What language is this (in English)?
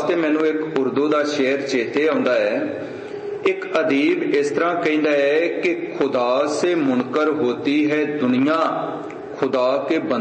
Punjabi